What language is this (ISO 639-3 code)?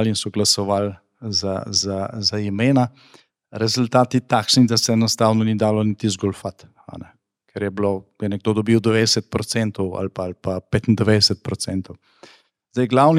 slv